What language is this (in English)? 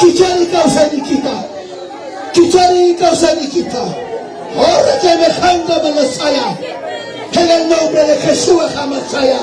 Ayacucho Quechua